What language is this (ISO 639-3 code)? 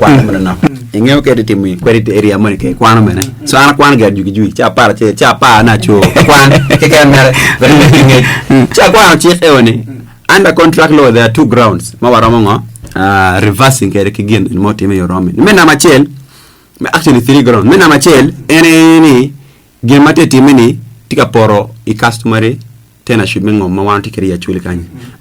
ach